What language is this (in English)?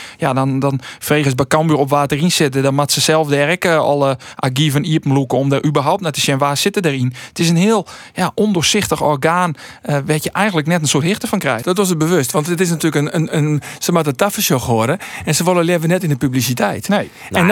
Western Frisian